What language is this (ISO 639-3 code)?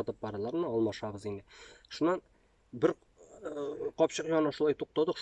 tat